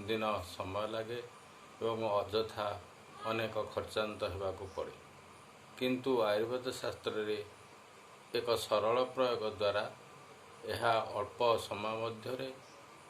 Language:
Odia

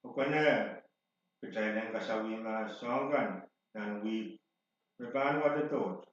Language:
Pohnpeian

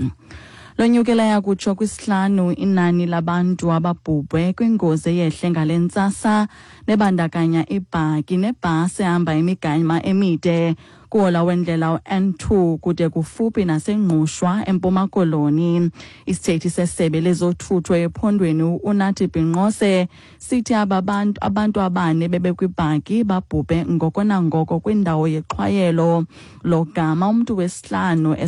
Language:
Xhosa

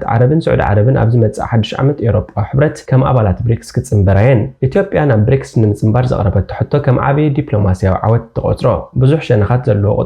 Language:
Tigrinya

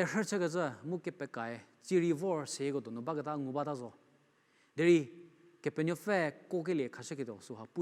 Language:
Angami Naga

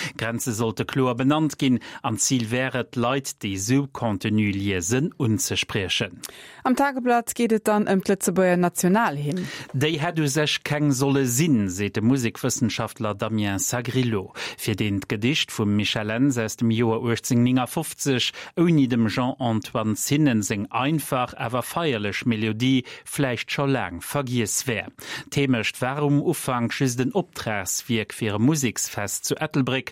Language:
Luxembourgish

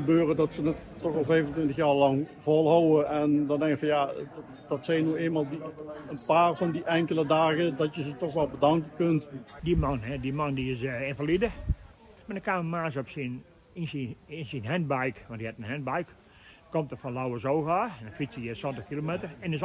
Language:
Western Frisian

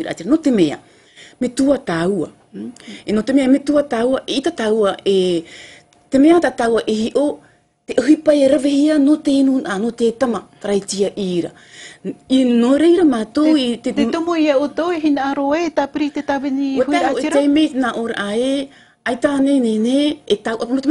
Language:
Tahitian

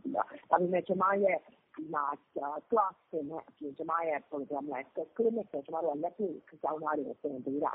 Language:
Burmese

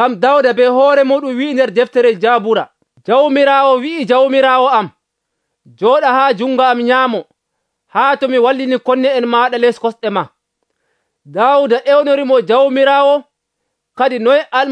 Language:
Nigerian Fulfulde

